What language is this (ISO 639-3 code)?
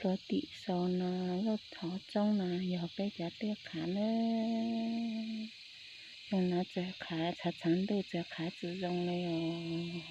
hmn